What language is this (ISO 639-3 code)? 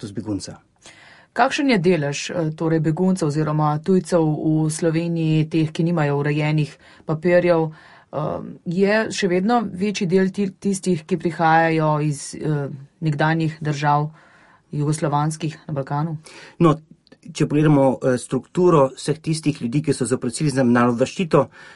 slv